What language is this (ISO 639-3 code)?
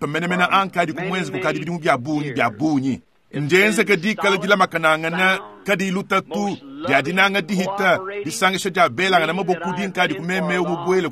lua